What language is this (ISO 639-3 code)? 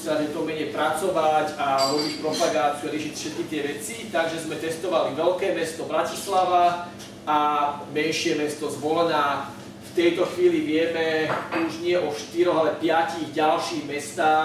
slk